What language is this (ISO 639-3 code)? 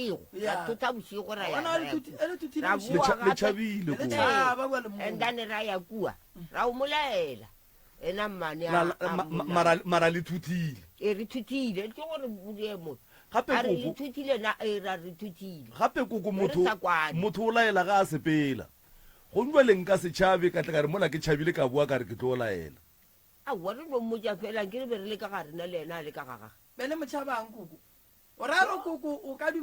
nso